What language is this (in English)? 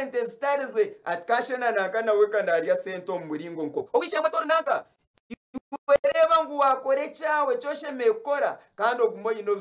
Nyankole